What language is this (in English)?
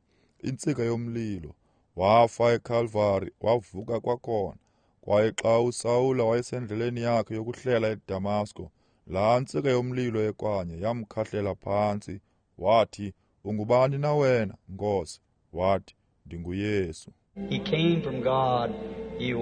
Xhosa